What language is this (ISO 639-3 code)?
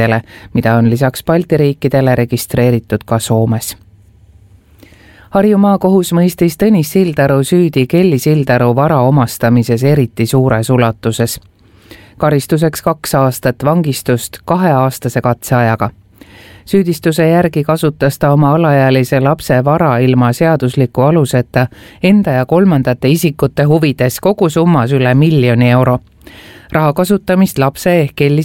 est